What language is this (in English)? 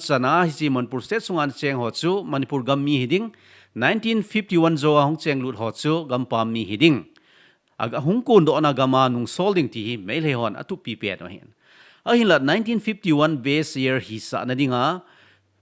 Thado Chin